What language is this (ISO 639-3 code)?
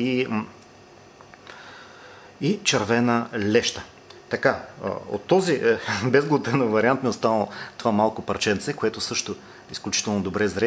bul